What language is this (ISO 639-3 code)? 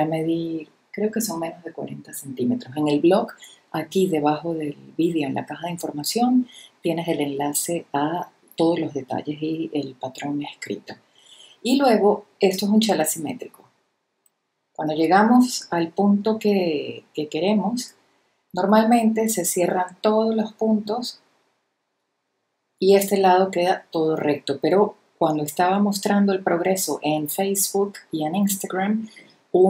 spa